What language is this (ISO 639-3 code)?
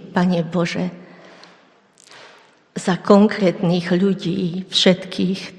slk